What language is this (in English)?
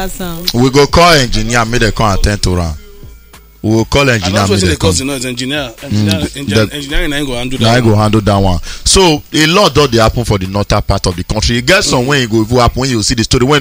Nigerian Pidgin